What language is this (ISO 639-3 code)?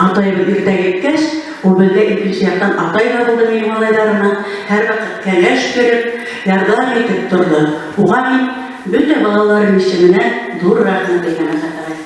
bak